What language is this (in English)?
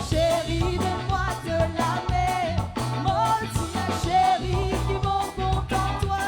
Morisyen